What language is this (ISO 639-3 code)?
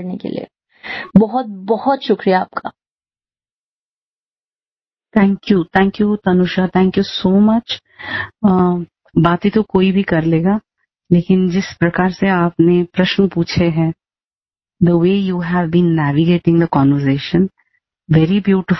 hin